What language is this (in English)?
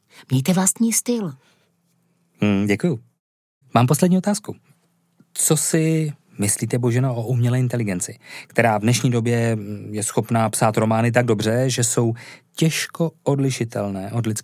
Czech